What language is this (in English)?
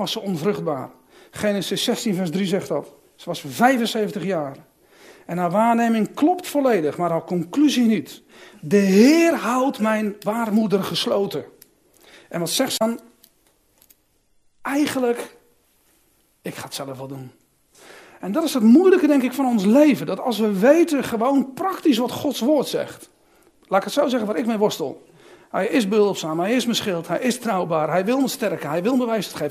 Dutch